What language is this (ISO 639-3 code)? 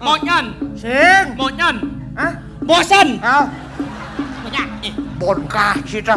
ban